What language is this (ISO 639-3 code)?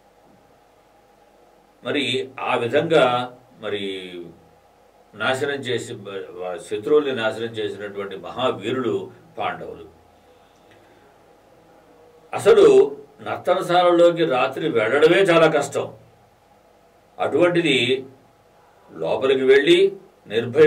tel